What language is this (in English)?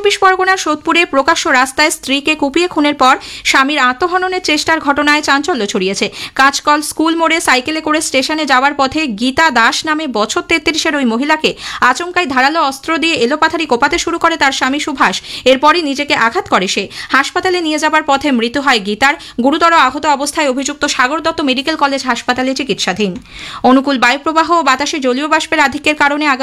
Bangla